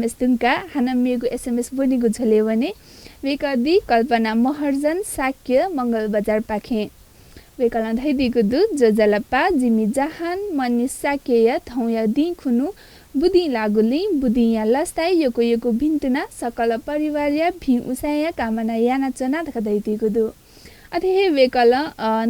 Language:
Newari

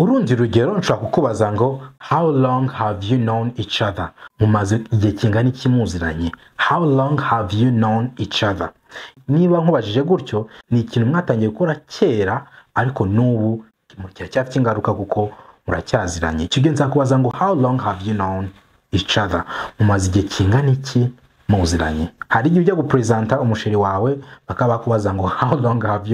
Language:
Kinyarwanda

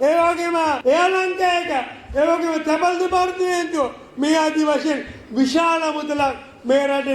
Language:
Sinhala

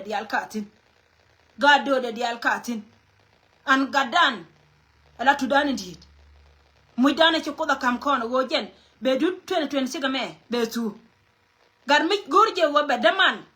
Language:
Nuer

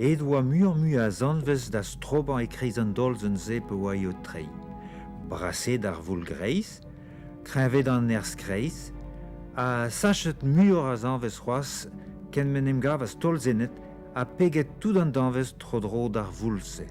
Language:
Breton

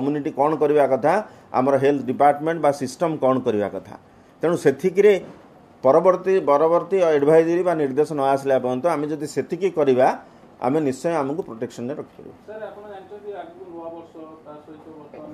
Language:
Odia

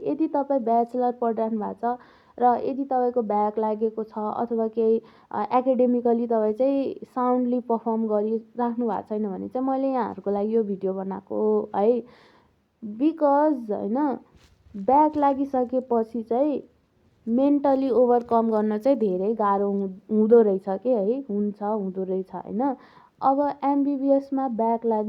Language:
Nepali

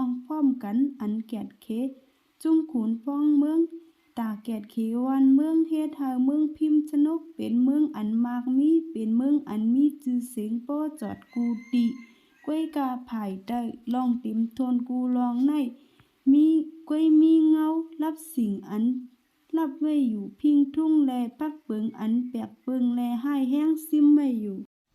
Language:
Shan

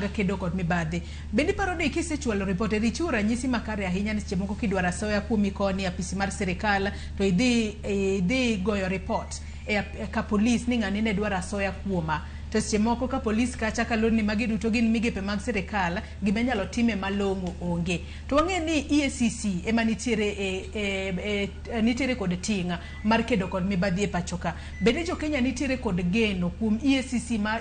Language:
Luo (Kenya and Tanzania)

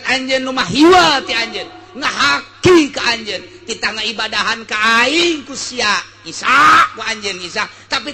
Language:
Sundanese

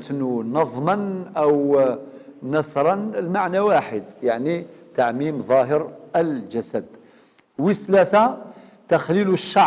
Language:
Algerian Arabic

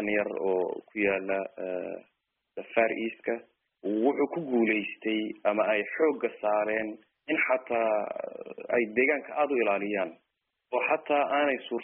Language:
Somali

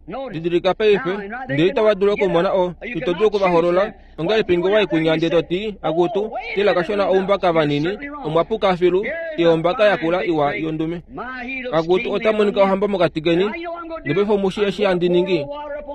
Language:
Kuanyama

